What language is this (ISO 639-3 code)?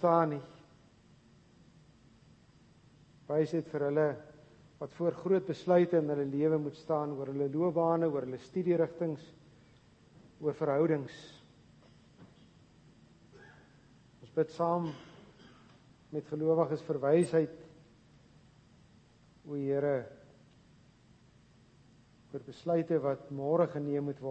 afr